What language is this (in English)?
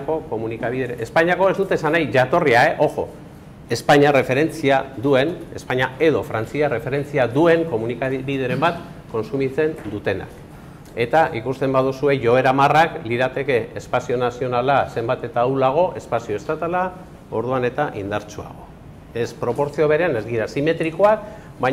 Basque